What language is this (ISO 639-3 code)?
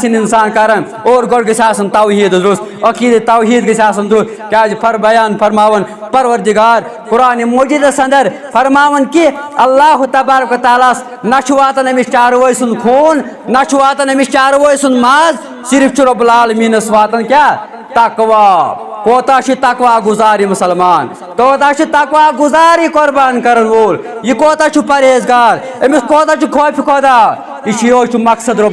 kas